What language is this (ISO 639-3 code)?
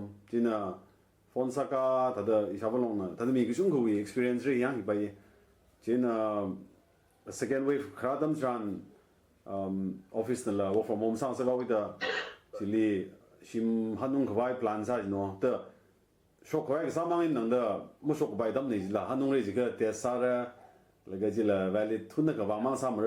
nmf